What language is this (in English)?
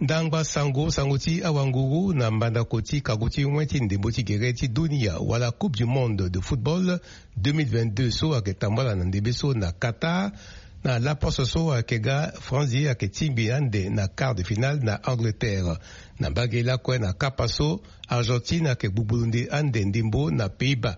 Sango